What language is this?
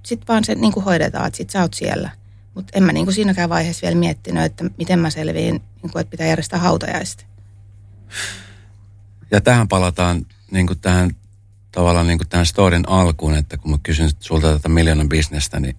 Finnish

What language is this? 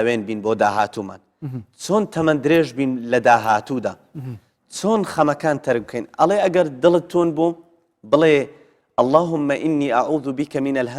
Central Kurdish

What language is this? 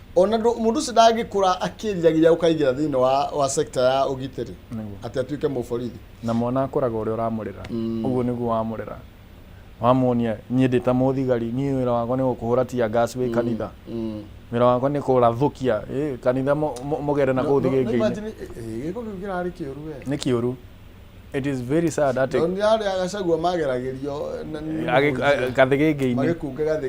Kikuyu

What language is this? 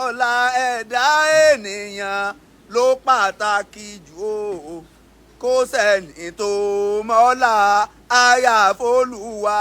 Yoruba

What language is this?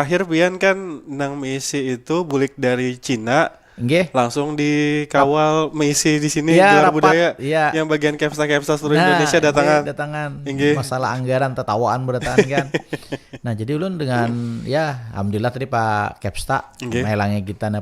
Banjar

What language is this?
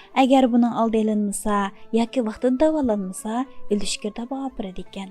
Uyghur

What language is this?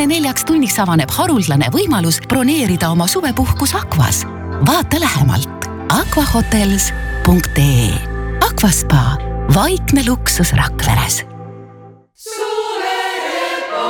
Estonian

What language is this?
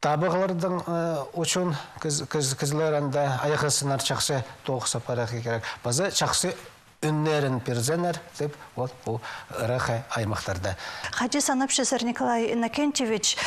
Khakas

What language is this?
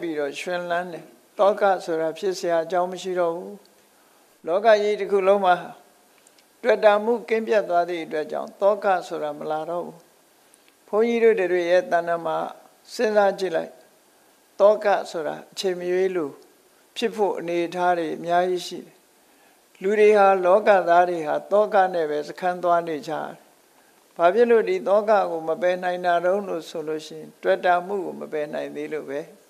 Burmese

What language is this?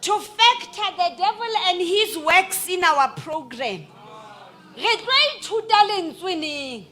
Southern Sotho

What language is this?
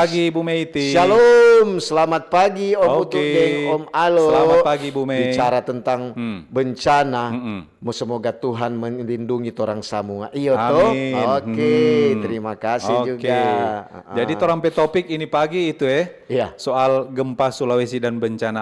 Manado Malay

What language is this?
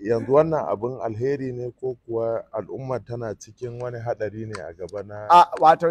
Hausa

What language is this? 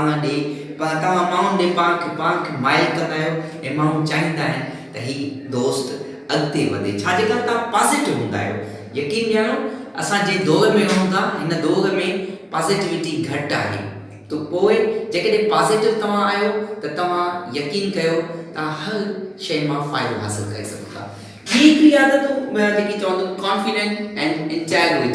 Sindhi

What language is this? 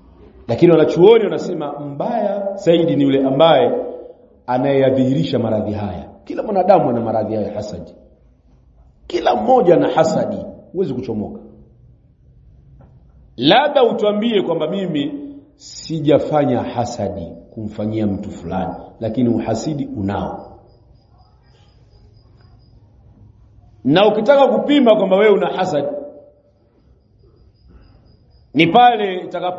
Swahili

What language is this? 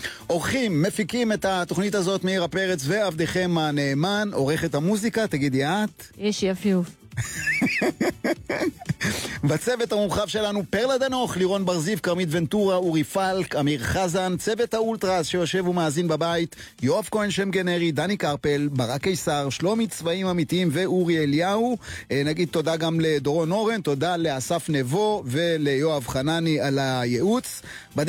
Hebrew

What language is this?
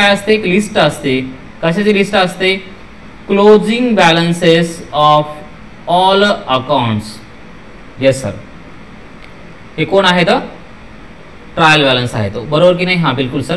Marathi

